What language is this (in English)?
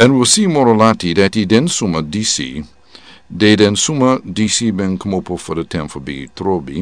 Sranan Tongo